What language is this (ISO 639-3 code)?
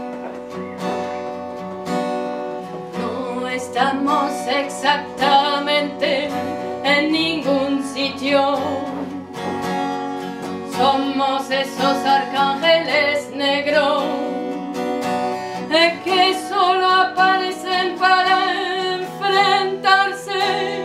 spa